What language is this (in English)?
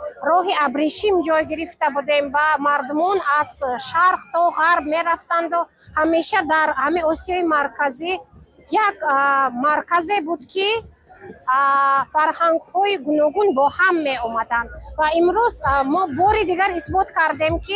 Tajik